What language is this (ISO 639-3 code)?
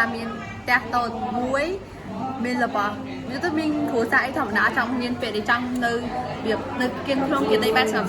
khm